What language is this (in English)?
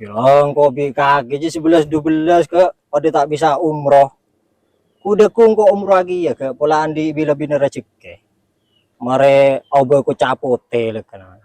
Madurese